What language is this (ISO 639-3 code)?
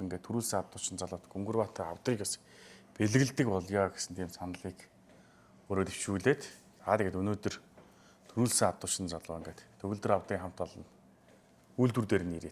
mon